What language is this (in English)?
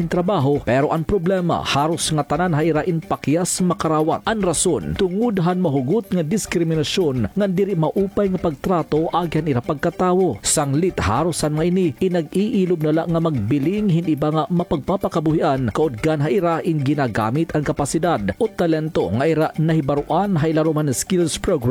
Waray